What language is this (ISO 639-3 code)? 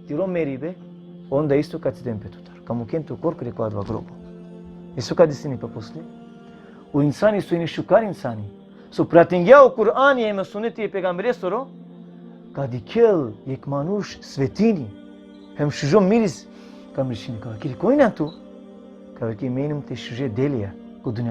rmn